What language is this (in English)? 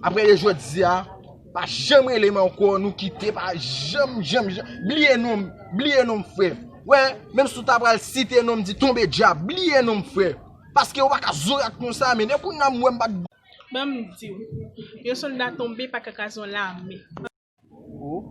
Haitian Creole